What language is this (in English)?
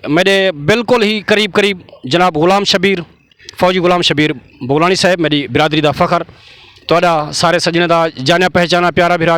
Saraiki